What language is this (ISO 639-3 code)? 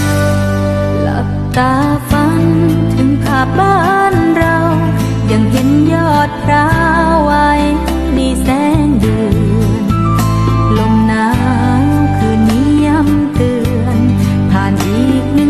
lao